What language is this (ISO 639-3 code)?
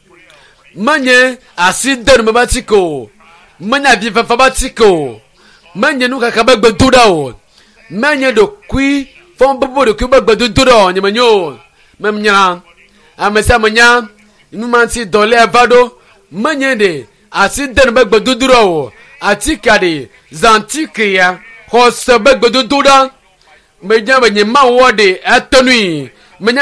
ewe